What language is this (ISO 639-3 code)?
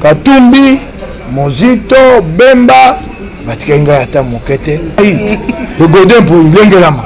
lin